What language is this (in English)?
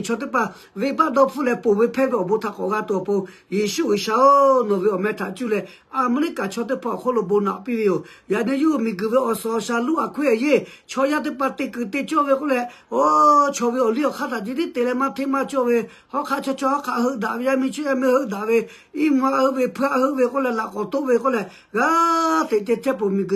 Lahu